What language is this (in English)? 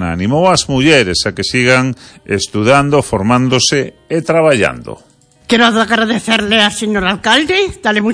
Galician